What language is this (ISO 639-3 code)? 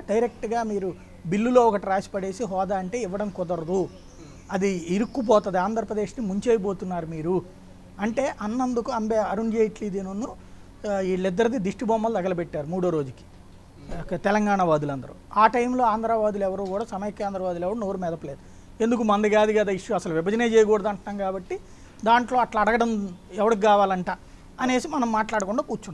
tel